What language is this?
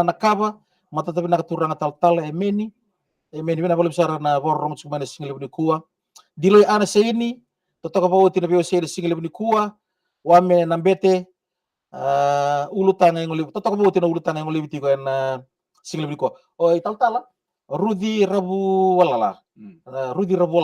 Fijian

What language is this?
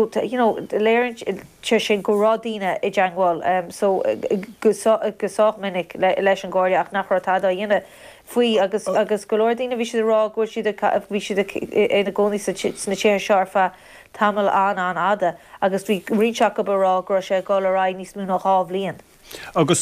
Irish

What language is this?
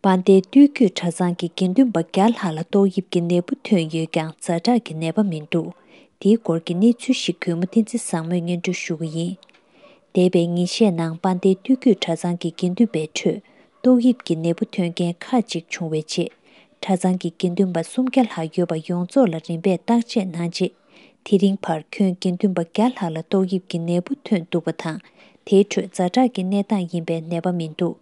Tibetan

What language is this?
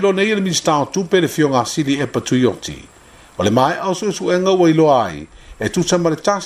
Samoan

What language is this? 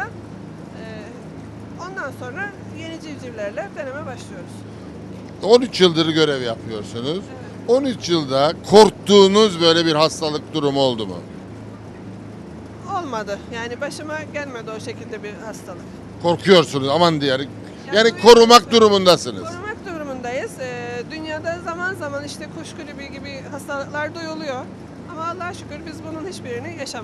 Turkish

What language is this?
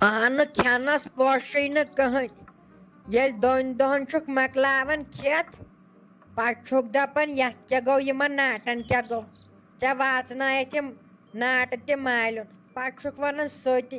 Kashmiri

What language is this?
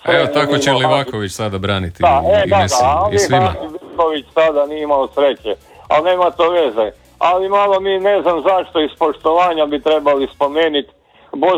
Croatian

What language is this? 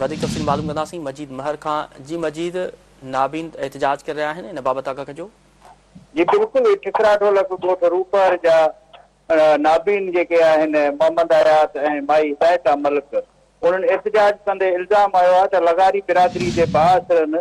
Sindhi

